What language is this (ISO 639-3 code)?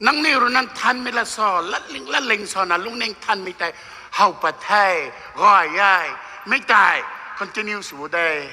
nbu